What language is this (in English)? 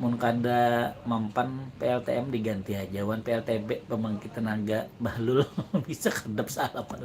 Banjar